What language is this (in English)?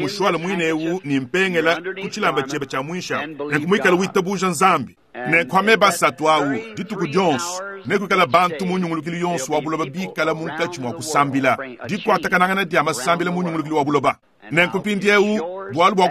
Luba-Lulua